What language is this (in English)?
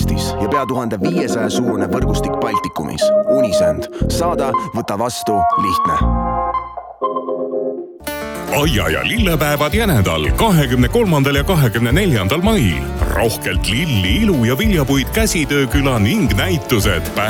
Estonian